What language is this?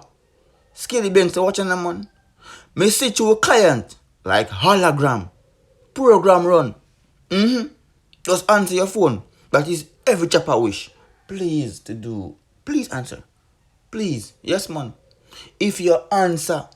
Jamaican Creole English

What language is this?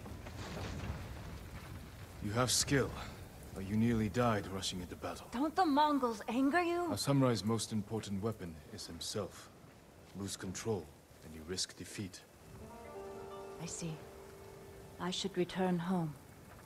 English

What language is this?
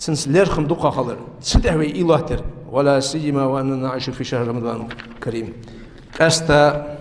Ingush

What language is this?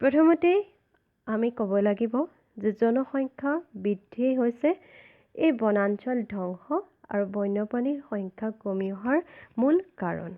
Assamese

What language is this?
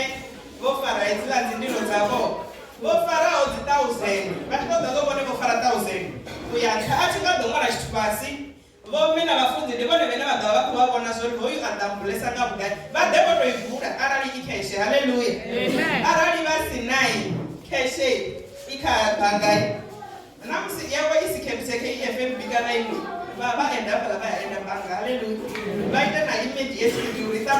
Venda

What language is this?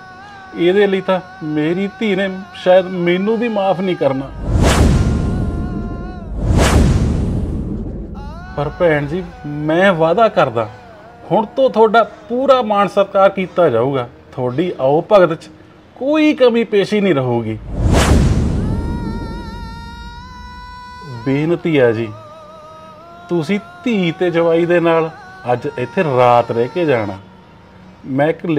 Punjabi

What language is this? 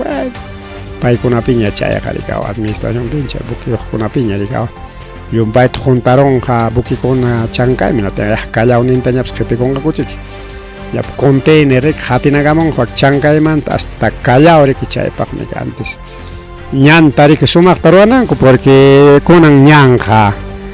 Ayacucho Quechua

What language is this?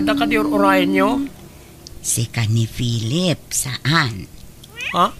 Iloko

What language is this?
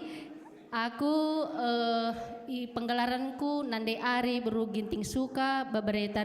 Batak Karo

